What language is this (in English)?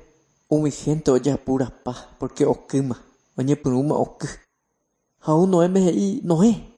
Guarani